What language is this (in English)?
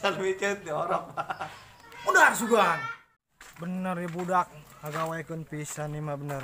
Sundanese